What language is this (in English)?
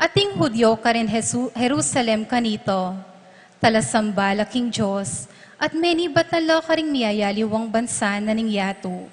Pampanga